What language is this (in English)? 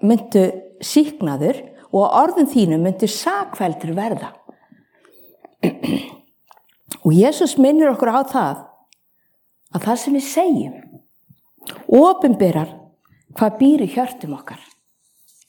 Icelandic